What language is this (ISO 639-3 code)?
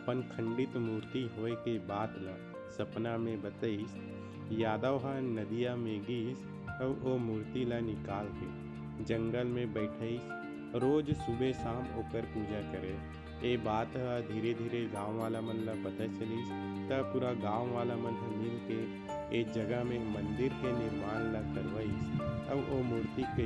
hne